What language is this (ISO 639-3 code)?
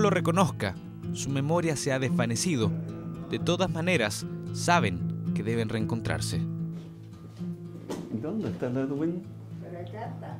spa